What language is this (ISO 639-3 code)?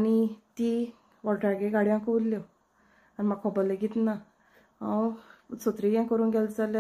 kok